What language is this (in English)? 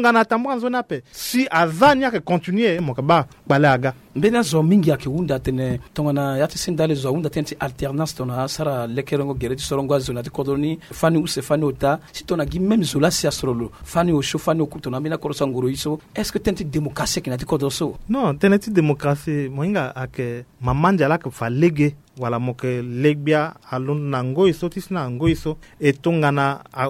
Sango